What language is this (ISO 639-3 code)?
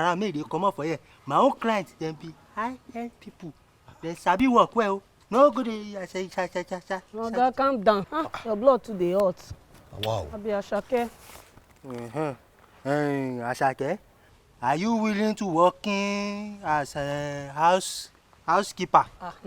pcm